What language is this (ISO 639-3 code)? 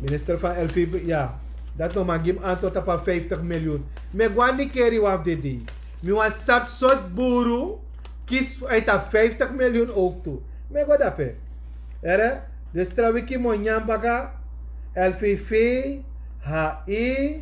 srn